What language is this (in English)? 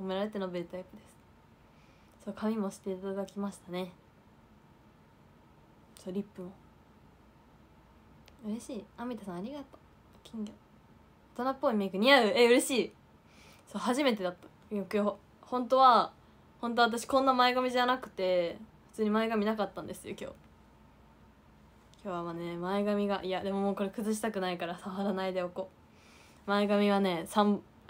Japanese